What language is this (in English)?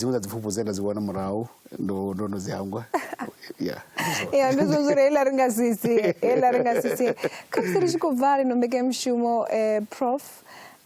Venda